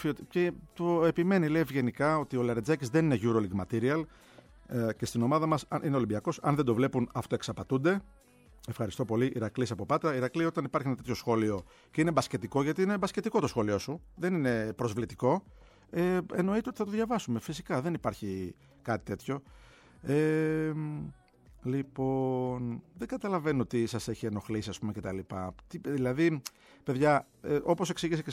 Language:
Greek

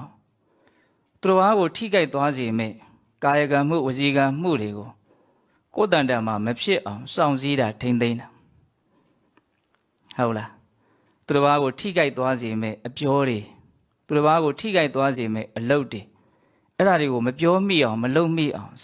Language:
Burmese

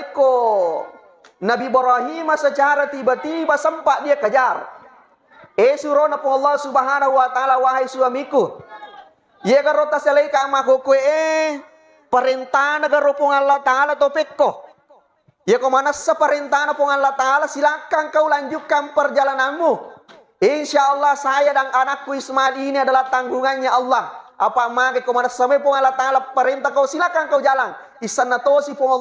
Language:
Buginese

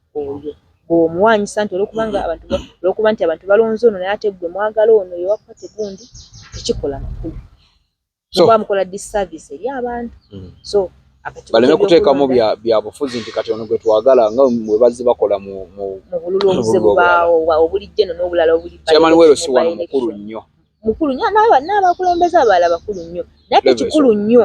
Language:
Ganda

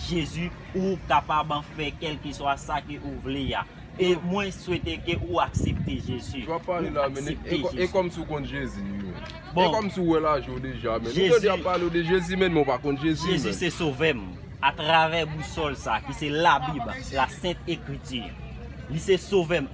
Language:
Haitian Creole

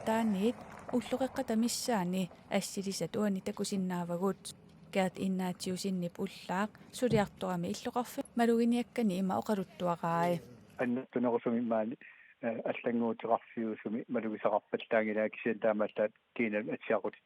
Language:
Kalaallisut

